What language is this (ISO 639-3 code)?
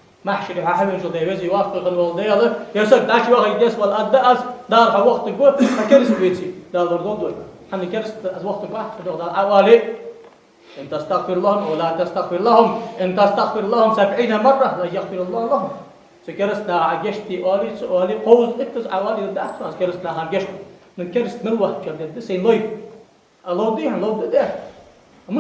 inh